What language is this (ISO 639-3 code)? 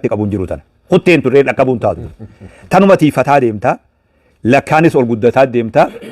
orm